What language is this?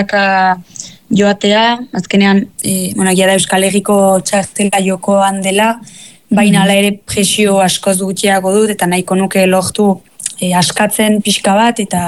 Basque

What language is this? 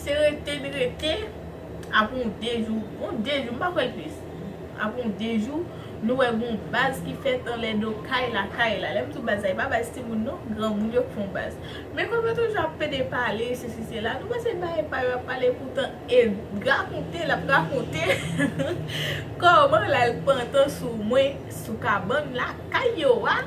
Haitian Creole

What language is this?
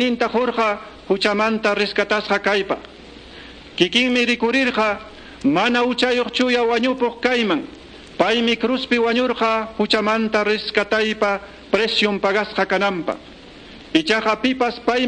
Quechua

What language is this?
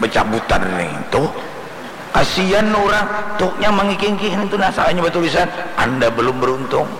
Banjar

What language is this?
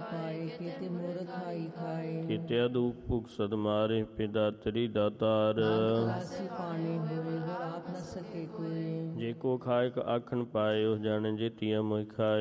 Punjabi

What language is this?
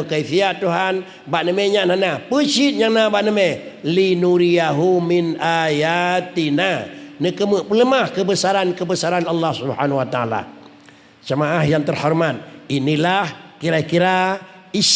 Achinese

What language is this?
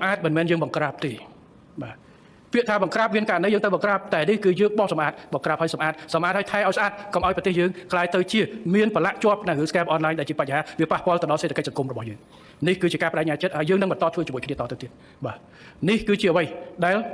Khmer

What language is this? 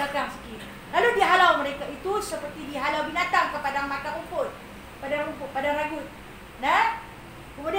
Malay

